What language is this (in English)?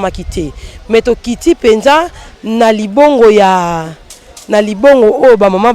Lingala